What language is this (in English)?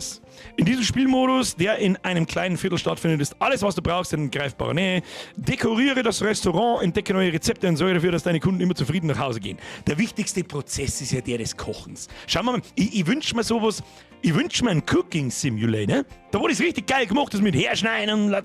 Bavarian